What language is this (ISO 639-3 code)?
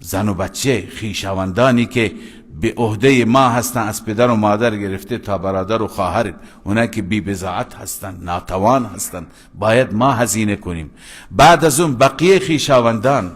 fas